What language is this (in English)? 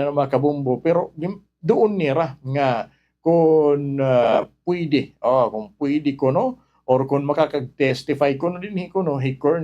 Waray